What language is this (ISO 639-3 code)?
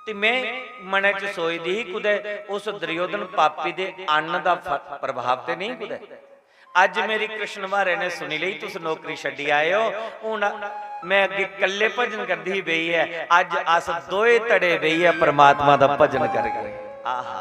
doi